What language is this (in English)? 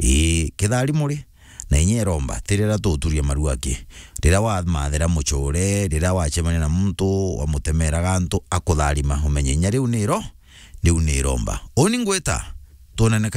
Meru